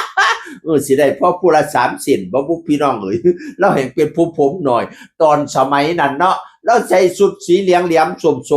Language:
Northeastern Thai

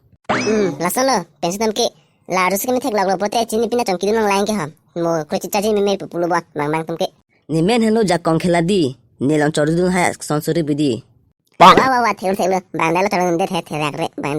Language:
Karbi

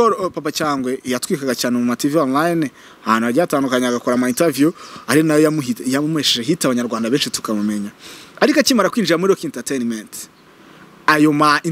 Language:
Kinyarwanda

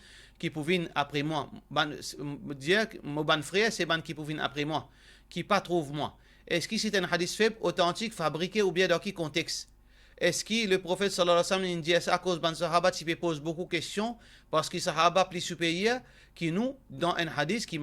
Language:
Morisyen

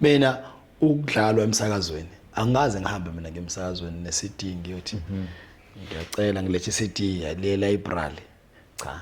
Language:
Zulu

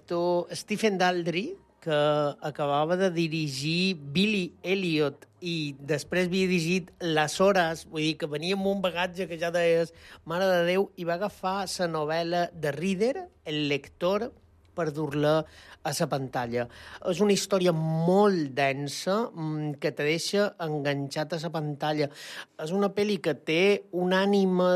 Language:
Catalan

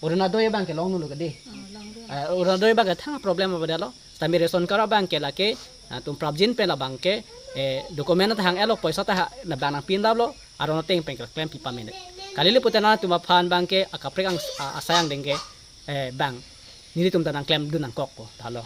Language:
Karbi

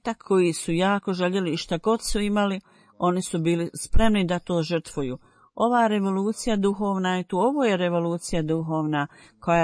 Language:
Bosnian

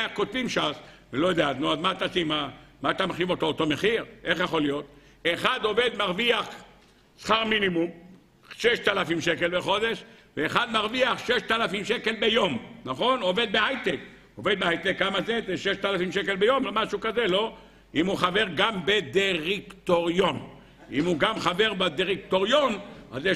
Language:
Hebrew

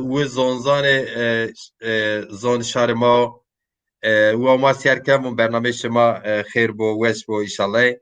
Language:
Zaza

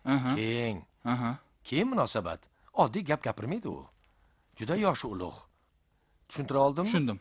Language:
Uzbek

